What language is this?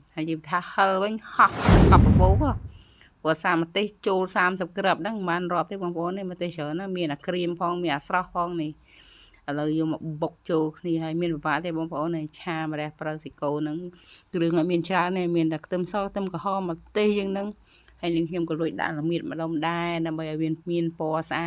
Khmer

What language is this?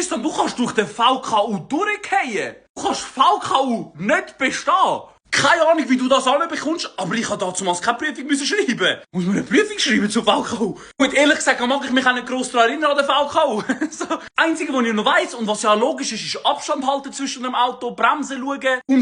Swiss German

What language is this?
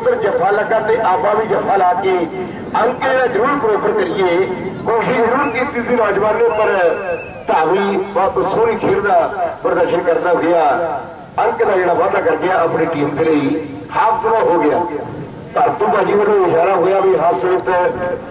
Punjabi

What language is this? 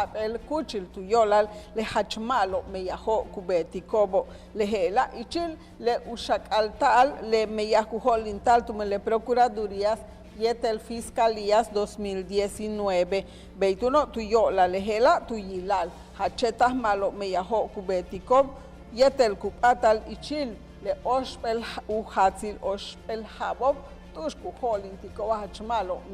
Yucateco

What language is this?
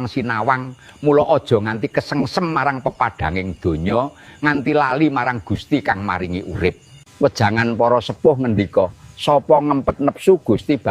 Javanese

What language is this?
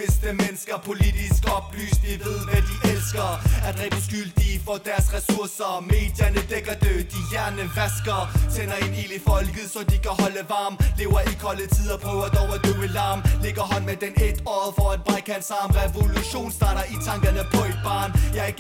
Danish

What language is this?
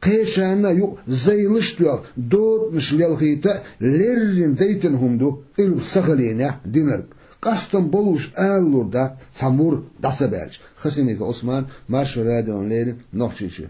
Chechen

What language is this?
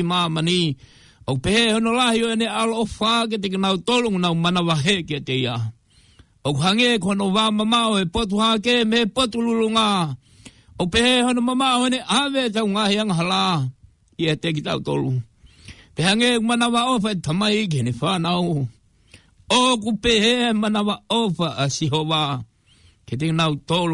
Tongan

